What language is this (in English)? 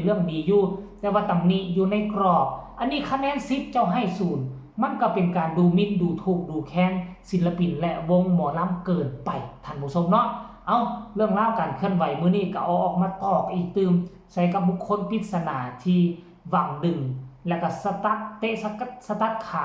Northeastern Thai